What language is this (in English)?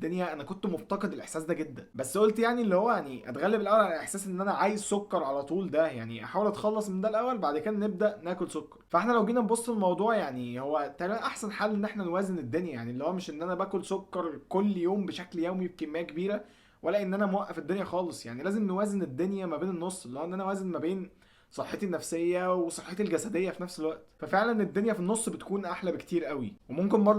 Egyptian Arabic